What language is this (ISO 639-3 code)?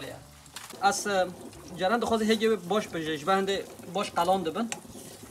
kur